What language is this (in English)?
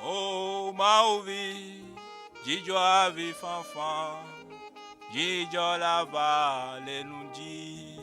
Ewe